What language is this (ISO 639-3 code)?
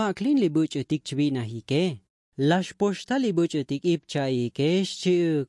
tzo